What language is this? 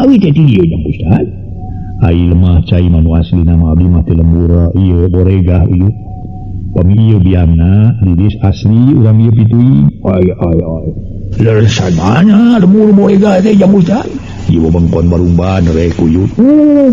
Sundanese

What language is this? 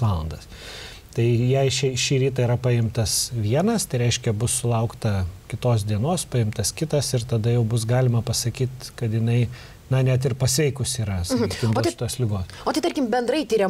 Lithuanian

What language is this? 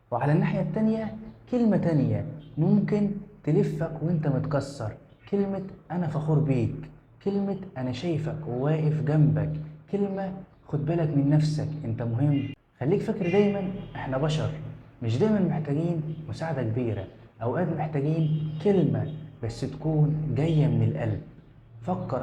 Egyptian Arabic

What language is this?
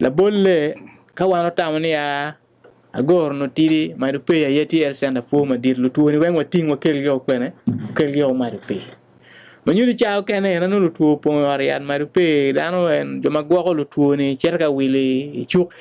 Acoli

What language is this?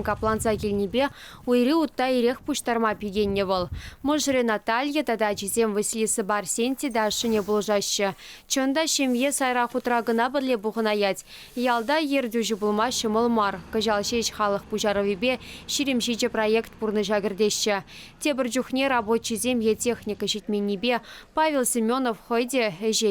Chuvash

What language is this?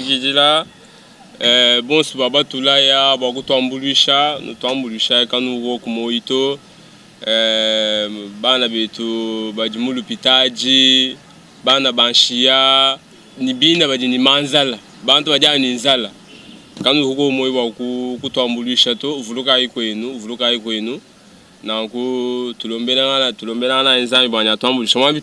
Luba-Lulua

